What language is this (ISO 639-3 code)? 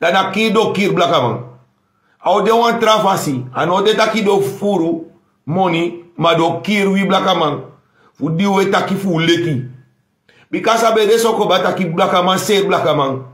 srn